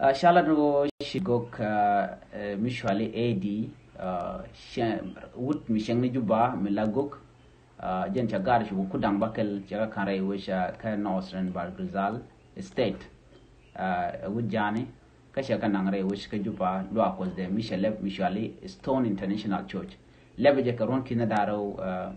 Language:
Nuer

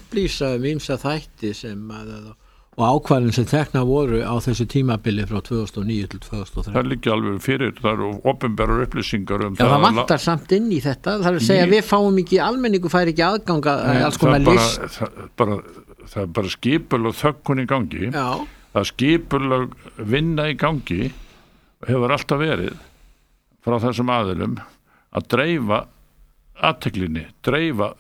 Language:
Icelandic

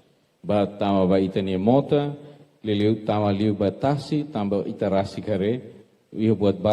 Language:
Tetum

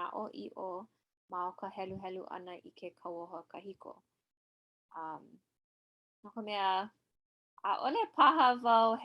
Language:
Hawaiian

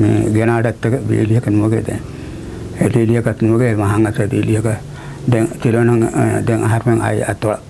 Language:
Divehi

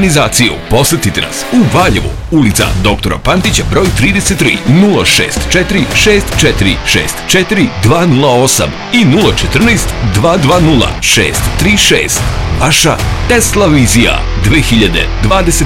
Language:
Serbian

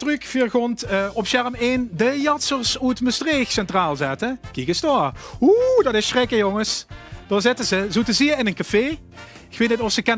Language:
Limburgish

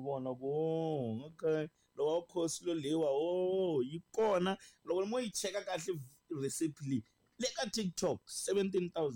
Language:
Tsonga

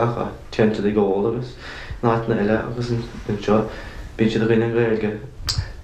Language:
Irish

